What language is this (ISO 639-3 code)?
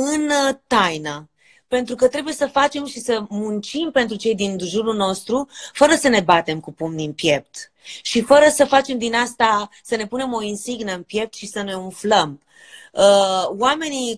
ron